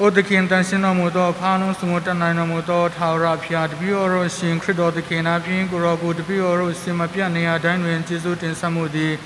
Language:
Tedim Chin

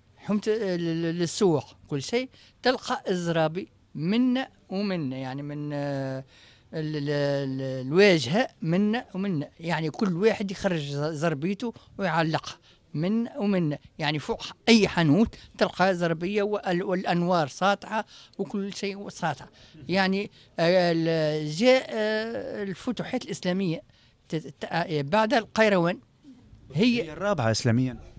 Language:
Tunisian Arabic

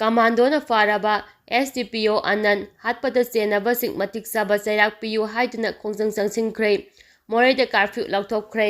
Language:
Manipuri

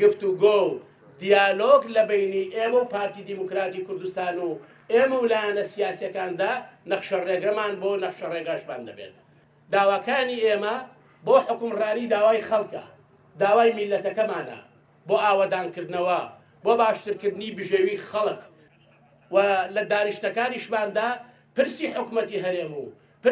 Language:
Central Kurdish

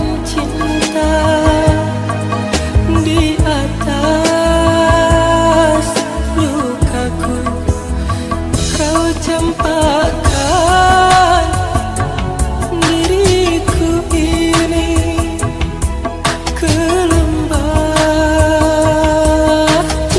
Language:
Malay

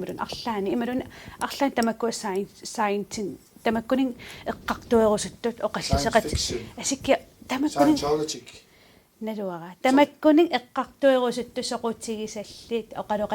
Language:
Kalaallisut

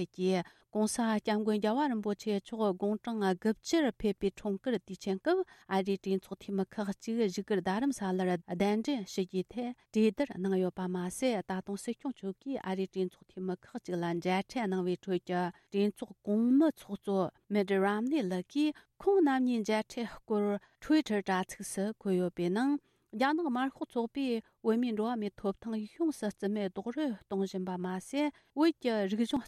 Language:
Tibetan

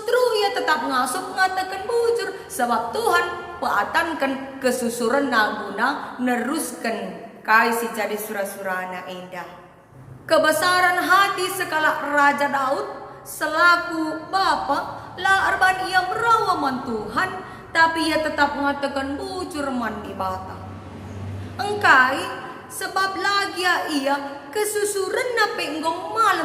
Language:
Batak Karo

